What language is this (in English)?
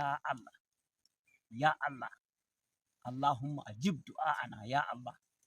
Nigerian Fulfulde